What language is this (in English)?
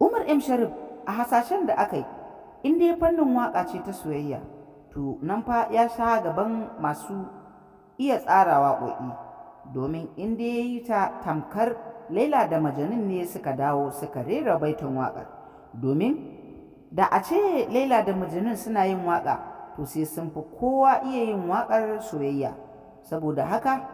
Hausa